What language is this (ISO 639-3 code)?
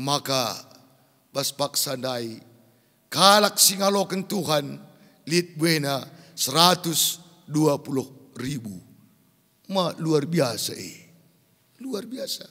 btx